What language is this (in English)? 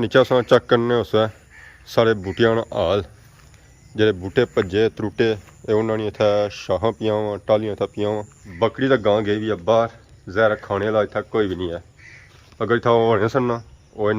Pahari-Potwari